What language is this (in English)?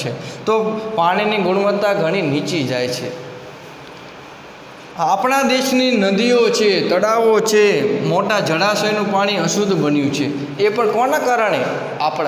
Gujarati